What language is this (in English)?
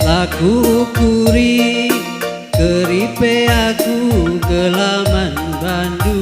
Batak Karo